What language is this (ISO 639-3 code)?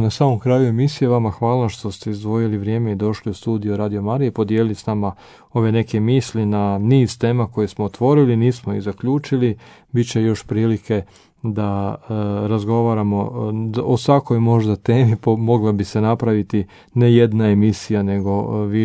hrv